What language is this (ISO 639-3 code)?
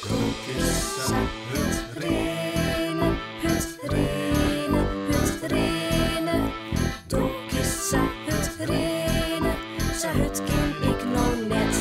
fry